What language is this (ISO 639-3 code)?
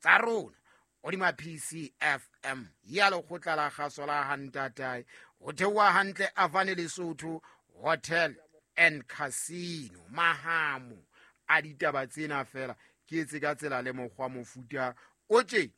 sot